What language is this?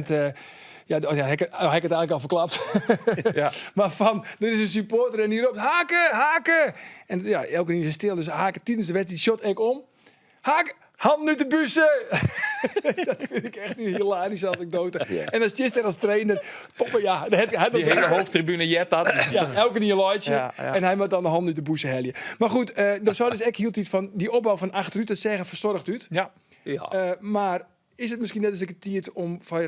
Western Frisian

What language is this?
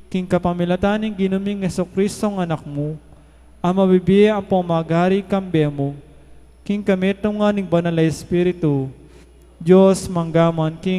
Pampanga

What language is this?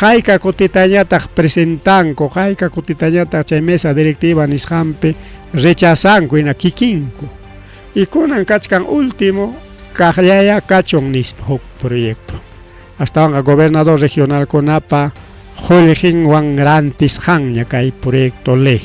Ayacucho Quechua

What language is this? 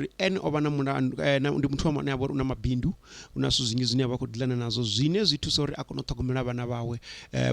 Venda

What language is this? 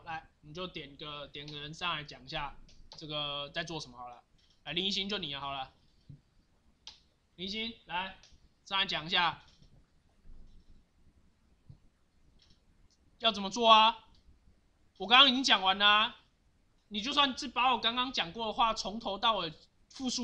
Chinese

